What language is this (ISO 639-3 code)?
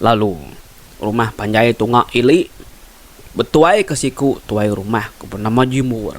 iba